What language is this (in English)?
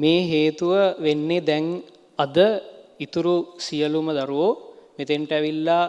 Sinhala